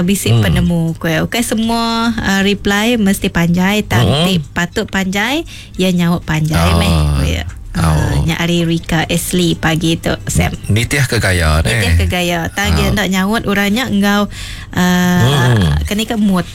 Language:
Iban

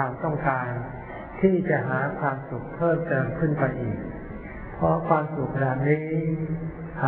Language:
Thai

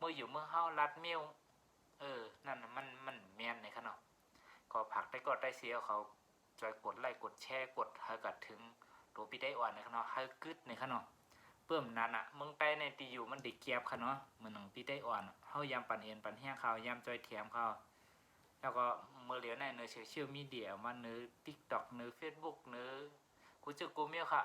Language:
Shan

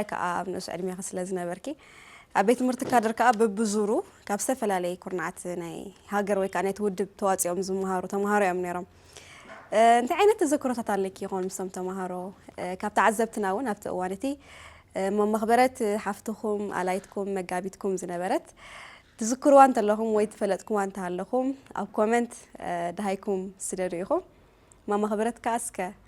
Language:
Tigrinya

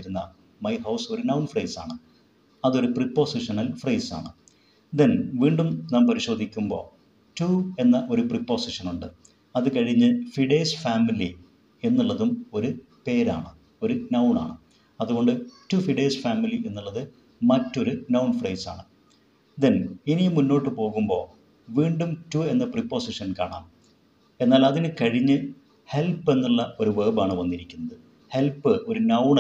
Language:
Malayalam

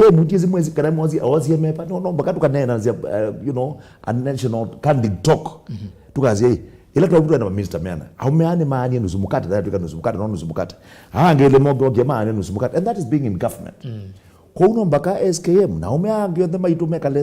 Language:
Kamba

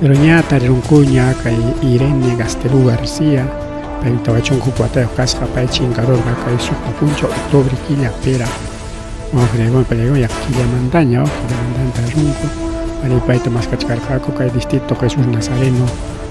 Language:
Ayacucho Quechua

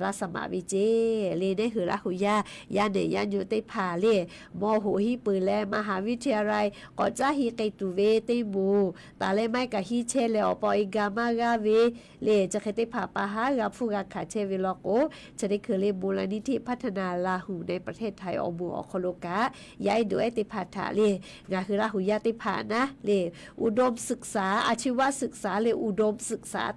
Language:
Lahu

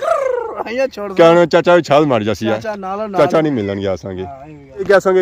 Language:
Pahari-Potwari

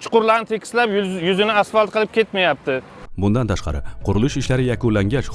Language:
Uzbek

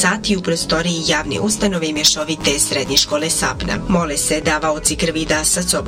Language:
Bosnian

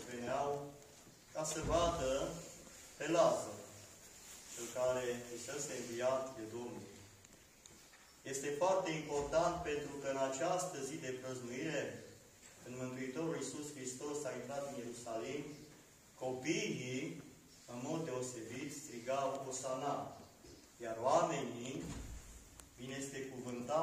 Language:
Romanian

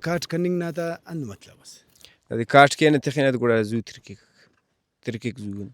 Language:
Brahui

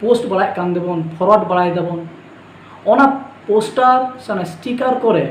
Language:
Santali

